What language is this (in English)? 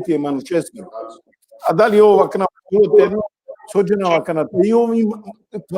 Balkan Romani